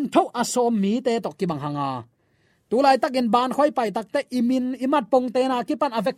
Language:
Tedim Chin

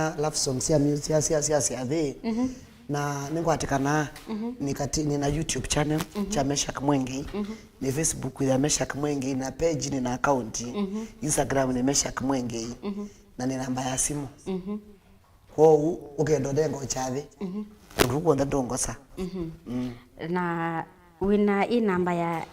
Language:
Kamba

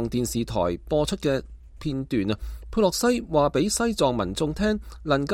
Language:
Cantonese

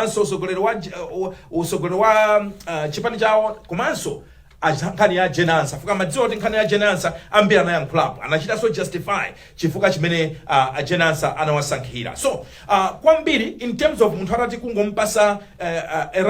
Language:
Nyanja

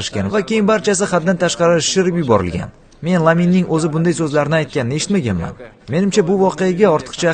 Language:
Uzbek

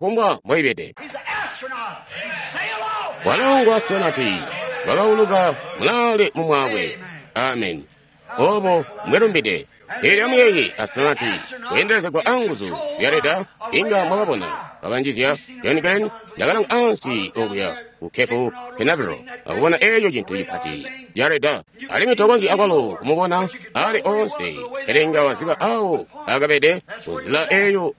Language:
Tonga (Zambia)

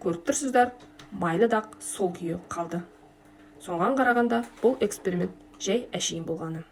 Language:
Kazakh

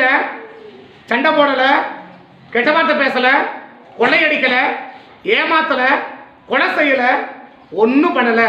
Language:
Tamil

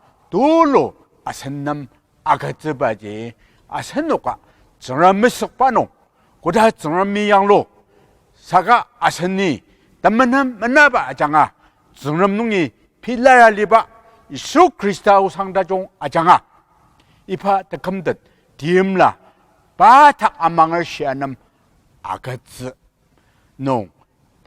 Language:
Ao Naga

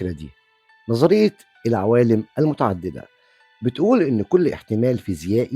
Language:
Egyptian Arabic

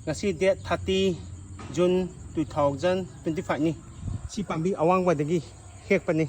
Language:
Manipuri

